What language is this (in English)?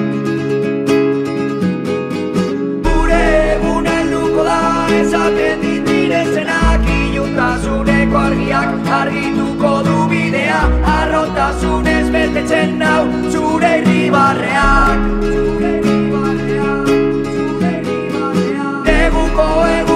Basque